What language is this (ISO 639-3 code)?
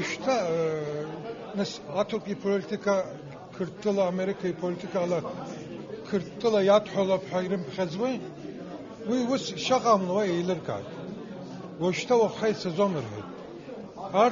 abk